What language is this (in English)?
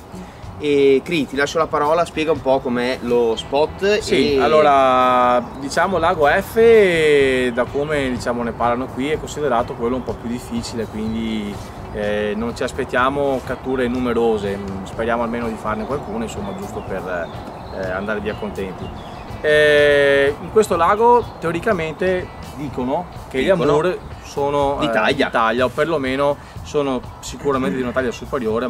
Italian